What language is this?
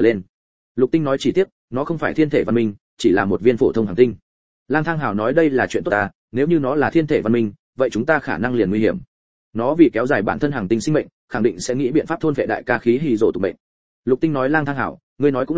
Vietnamese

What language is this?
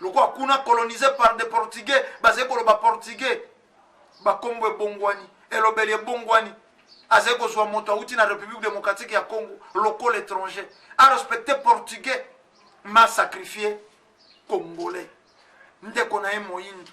Lingala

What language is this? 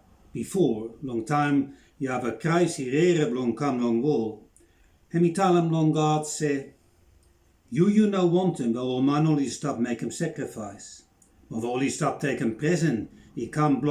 Bislama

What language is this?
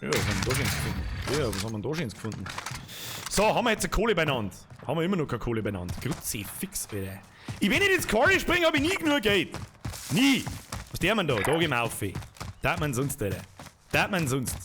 Bavarian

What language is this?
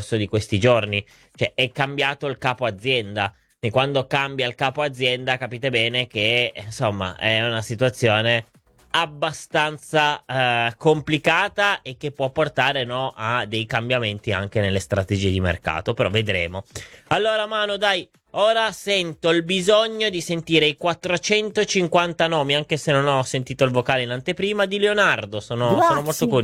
Italian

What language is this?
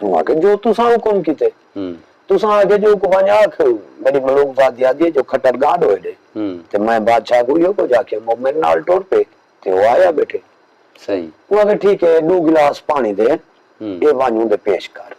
Saraiki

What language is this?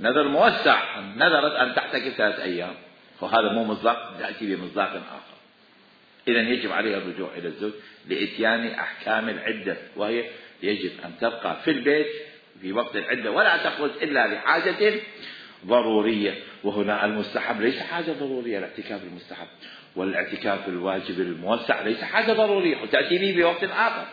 Mesopotamian Arabic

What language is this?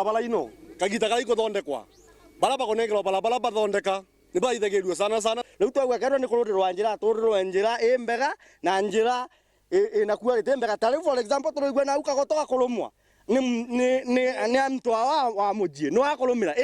Meru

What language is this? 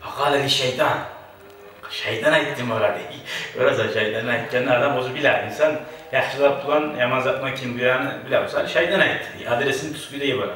Kumyk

